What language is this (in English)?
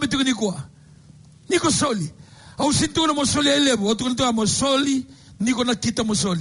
Fijian